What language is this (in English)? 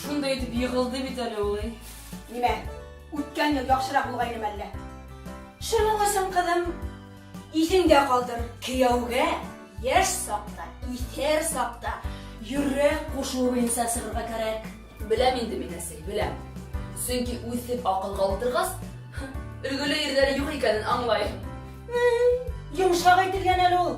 Bashkir